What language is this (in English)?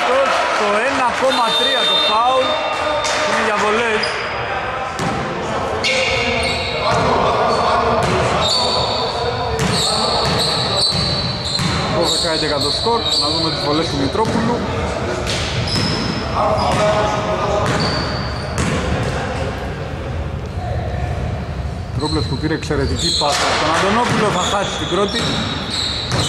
Greek